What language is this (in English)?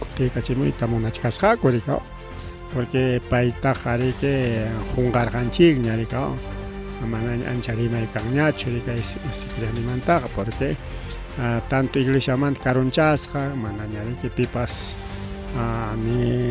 Ayacucho Quechua